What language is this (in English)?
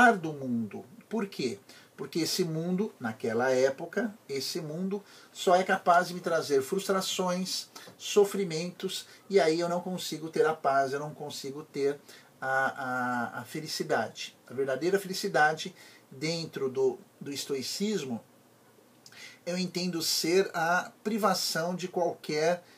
Portuguese